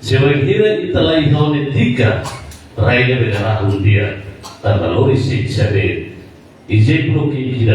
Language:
Tetum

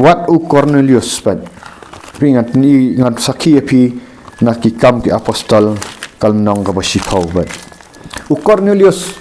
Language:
Khasi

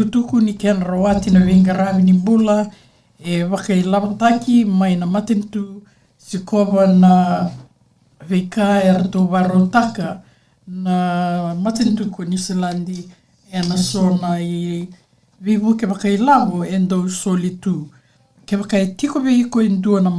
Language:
Fijian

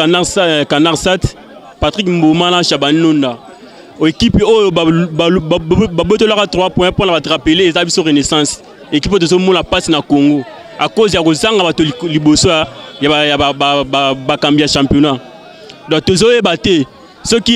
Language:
Lingala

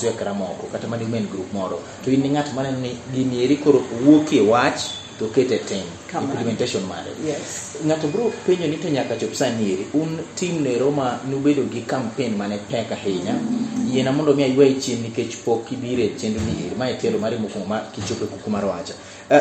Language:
Luo (Kenya and Tanzania)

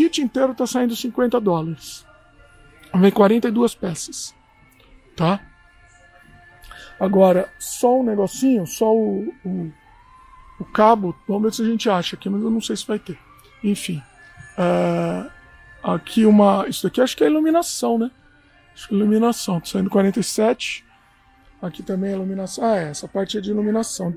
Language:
Portuguese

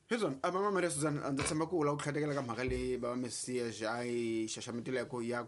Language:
Tsonga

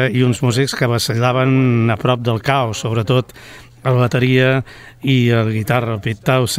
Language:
Catalan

